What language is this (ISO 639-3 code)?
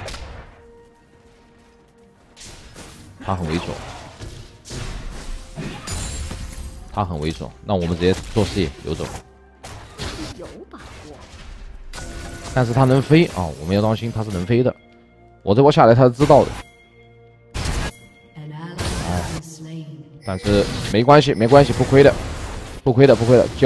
zho